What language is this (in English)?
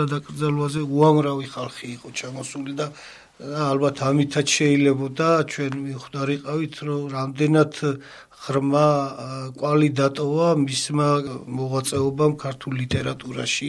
Georgian